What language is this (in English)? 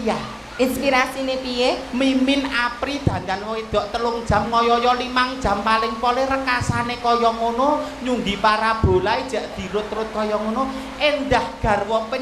Javanese